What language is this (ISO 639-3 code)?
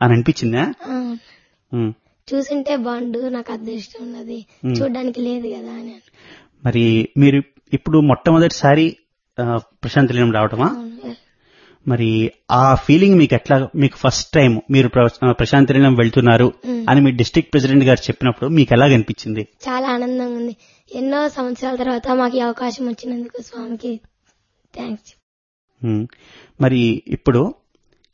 tel